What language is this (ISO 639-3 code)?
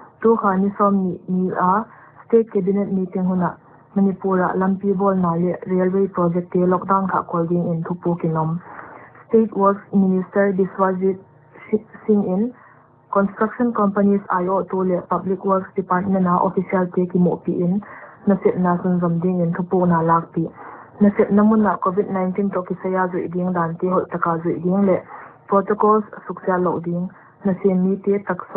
pck